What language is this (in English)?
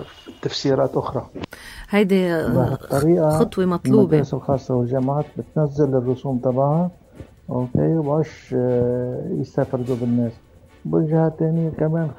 North Levantine Arabic